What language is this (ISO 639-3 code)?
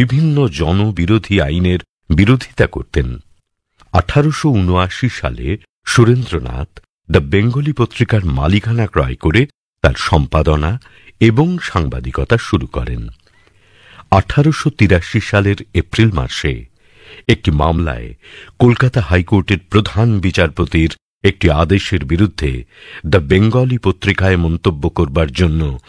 ben